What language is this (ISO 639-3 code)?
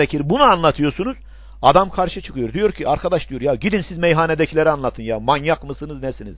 tur